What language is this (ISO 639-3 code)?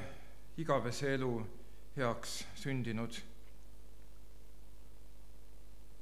est